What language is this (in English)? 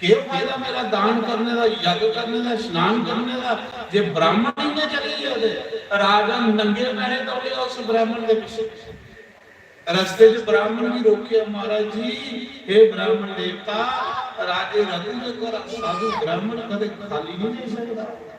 Dogri